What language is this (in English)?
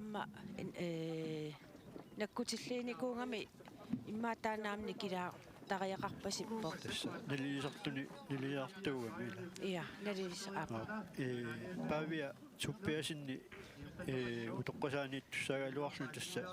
Kalaallisut